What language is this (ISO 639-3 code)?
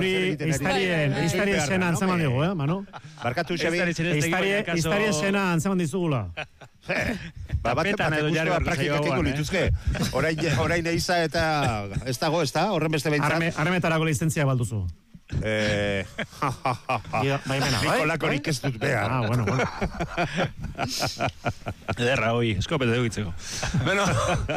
eus